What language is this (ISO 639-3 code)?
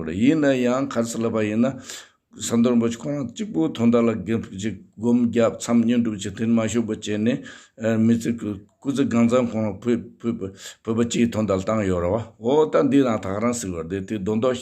bod